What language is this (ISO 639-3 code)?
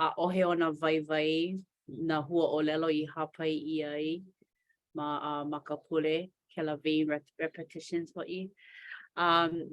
haw